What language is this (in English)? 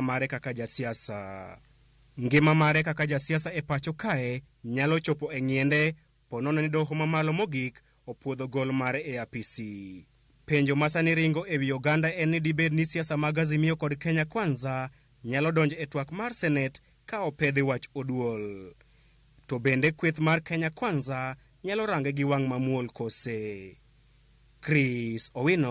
Luo (Kenya and Tanzania)